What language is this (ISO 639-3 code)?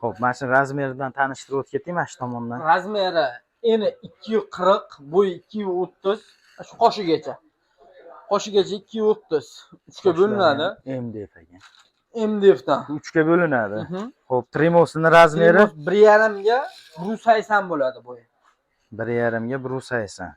uzb